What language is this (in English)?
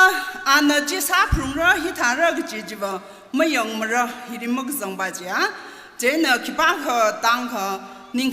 Tangkhul Naga (India)